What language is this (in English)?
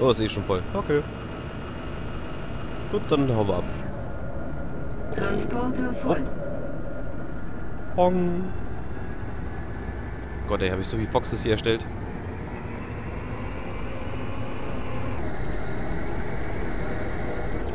German